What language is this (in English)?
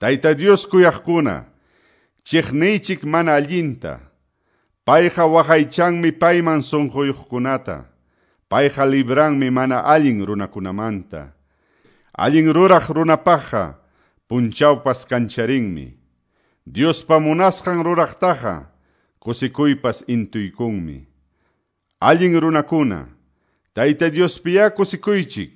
Quechua